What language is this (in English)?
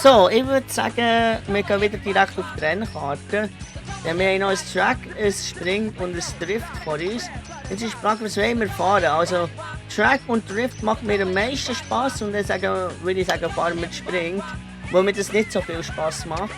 Swiss German